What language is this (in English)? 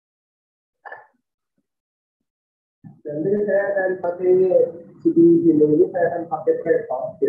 Indonesian